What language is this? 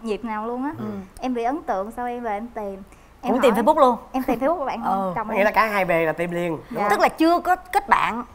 Vietnamese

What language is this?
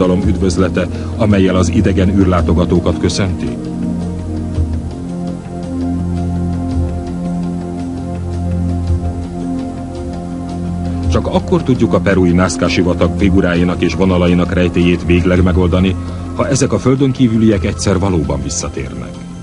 Hungarian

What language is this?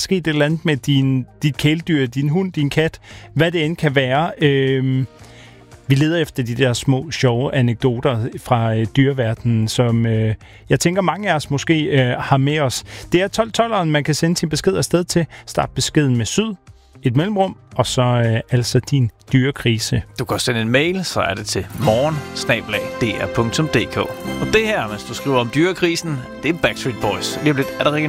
Danish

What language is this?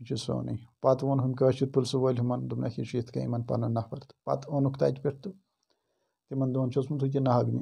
Kashmiri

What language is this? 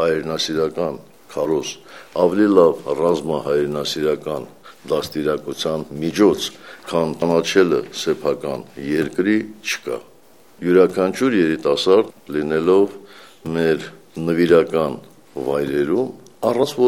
Armenian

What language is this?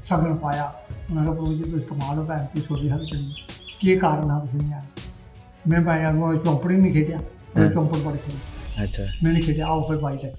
Dogri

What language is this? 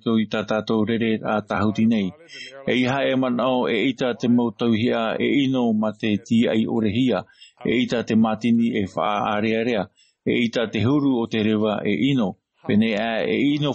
Tahitian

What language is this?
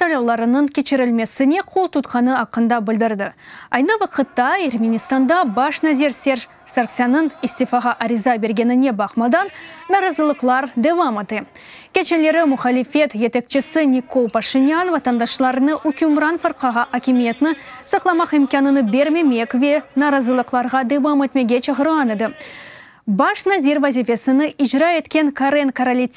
Crimean Tatar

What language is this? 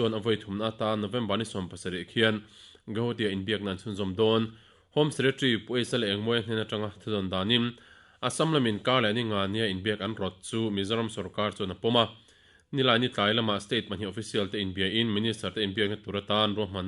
Mizo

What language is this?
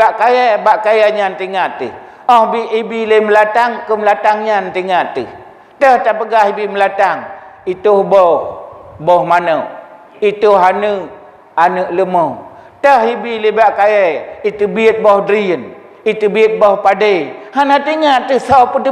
Achinese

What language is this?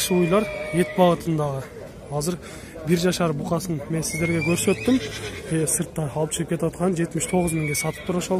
Kyrgyz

